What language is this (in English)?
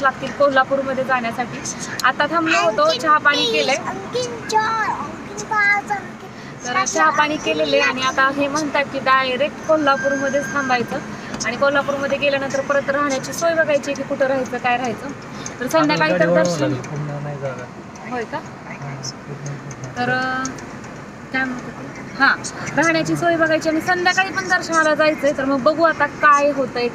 Marathi